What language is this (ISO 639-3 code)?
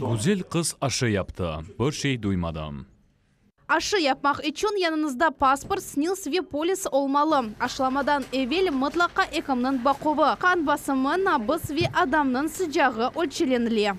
crh